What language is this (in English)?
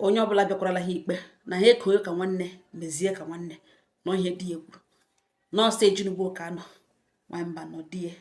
Igbo